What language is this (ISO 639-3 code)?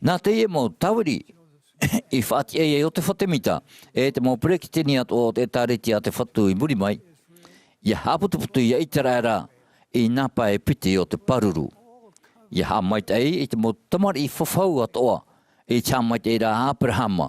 tah